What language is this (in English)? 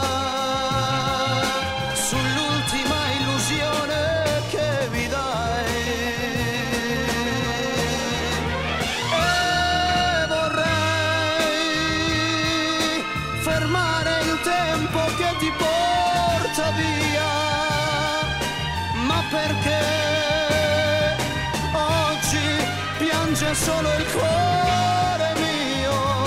Italian